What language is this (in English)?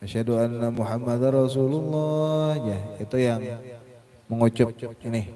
Banjar